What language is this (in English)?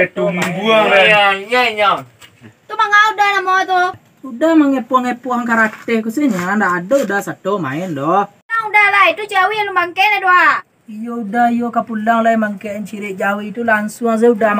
Minangkabau